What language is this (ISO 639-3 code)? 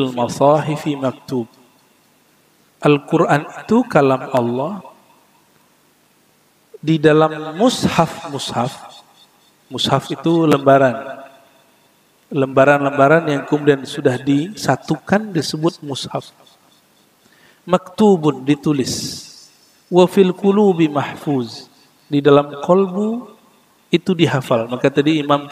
ind